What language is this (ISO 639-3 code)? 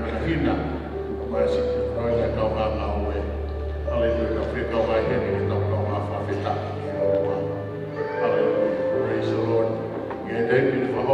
ton